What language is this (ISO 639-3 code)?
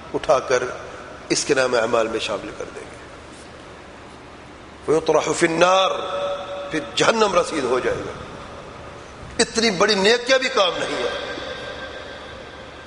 urd